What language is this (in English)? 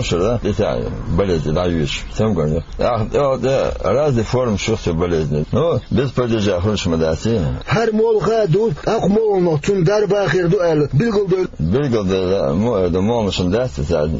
Chechen